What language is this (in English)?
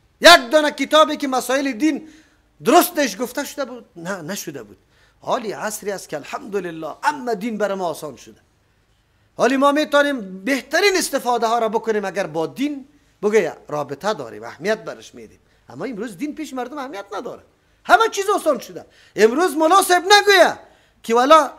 Persian